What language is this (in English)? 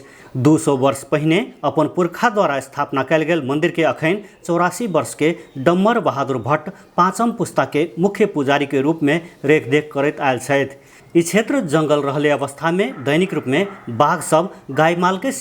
Maithili